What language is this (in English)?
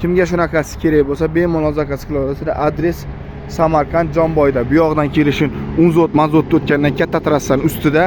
Uzbek